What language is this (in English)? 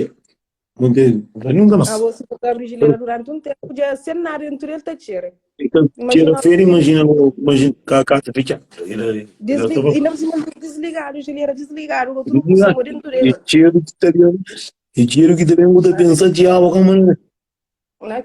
Kabuverdianu